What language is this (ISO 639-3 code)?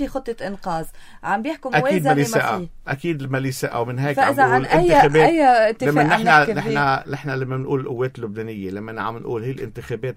apc